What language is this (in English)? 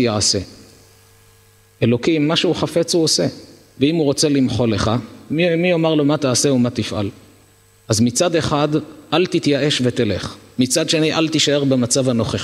Hebrew